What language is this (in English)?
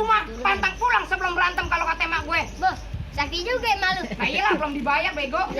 Betawi